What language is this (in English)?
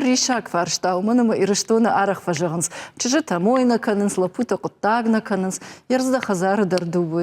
Ossetic